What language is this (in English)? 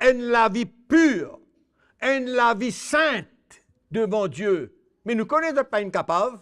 Morisyen